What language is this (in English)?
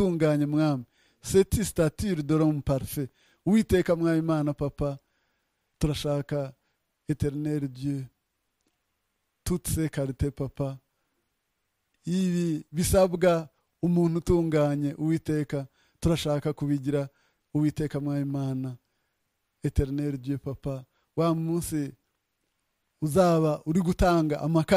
Kinyarwanda